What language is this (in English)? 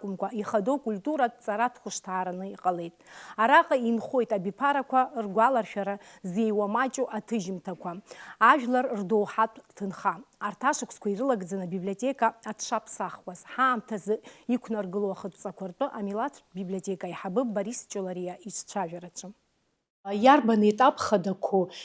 Abkhazian